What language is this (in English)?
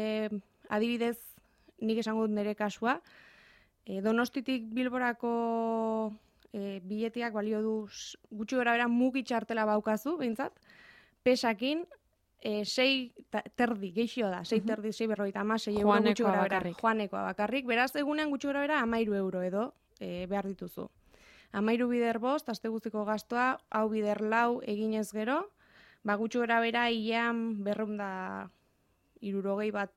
Basque